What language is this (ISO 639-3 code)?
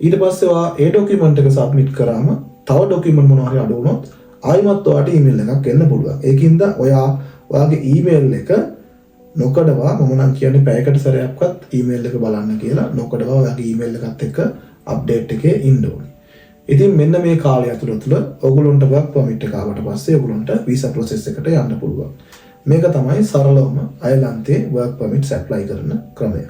sin